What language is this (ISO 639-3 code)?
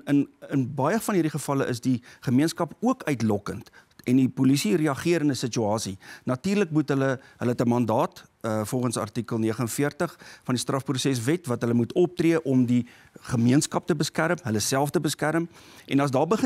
afr